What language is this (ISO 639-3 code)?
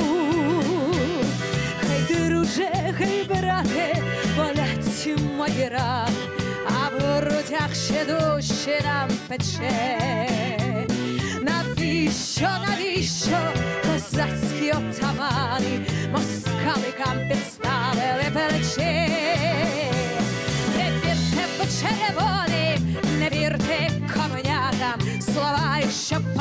ukr